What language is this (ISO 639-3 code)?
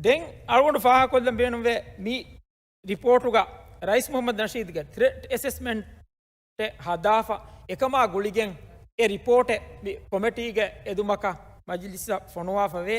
div